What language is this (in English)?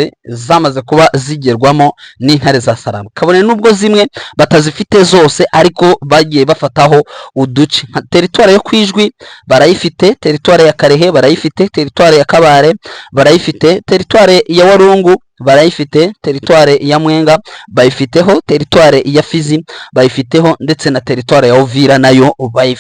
Kinyarwanda